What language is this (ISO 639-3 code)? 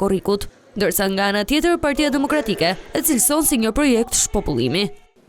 sqi